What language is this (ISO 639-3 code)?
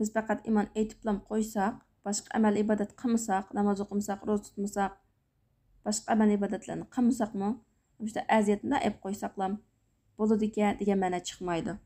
uig